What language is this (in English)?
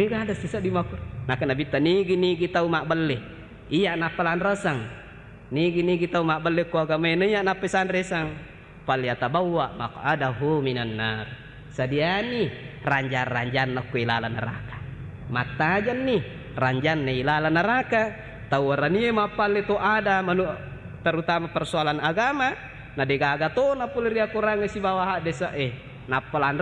Buginese